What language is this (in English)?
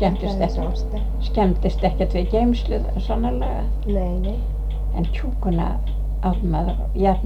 Icelandic